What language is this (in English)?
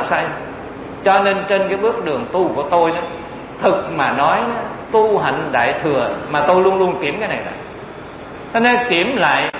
Vietnamese